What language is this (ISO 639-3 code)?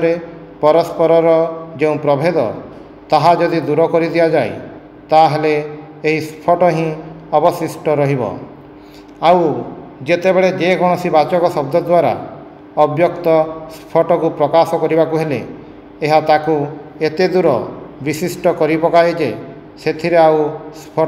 ori